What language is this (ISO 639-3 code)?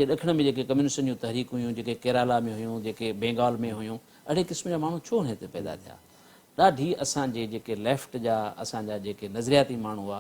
snd